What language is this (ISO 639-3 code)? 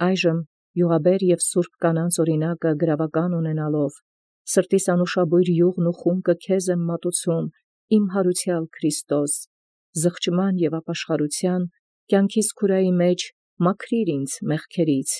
hye